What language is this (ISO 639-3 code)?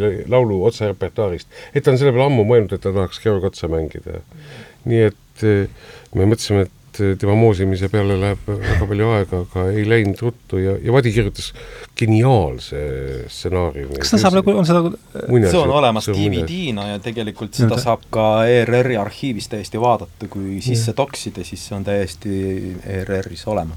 est